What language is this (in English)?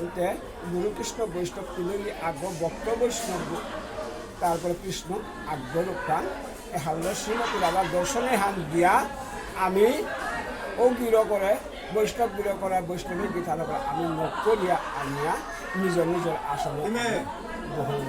Bishnupriya